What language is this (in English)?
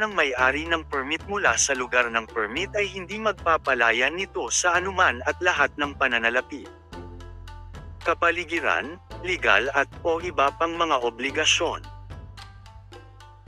Filipino